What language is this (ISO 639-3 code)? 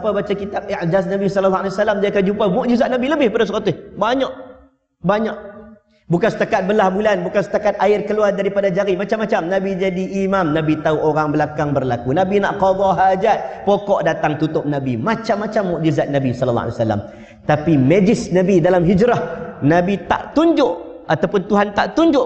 msa